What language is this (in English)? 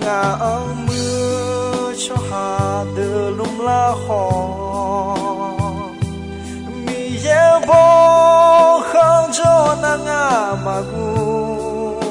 Akha